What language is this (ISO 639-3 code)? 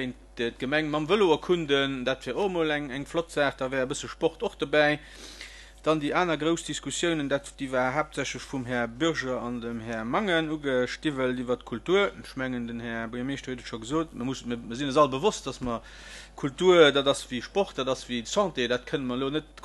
ltz